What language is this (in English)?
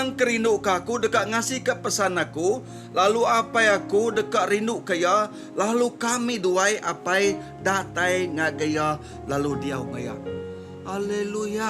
Iban